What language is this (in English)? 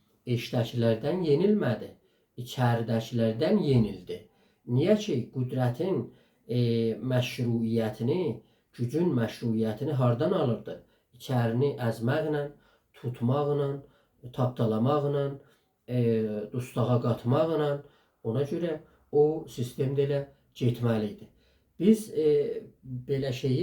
South Azerbaijani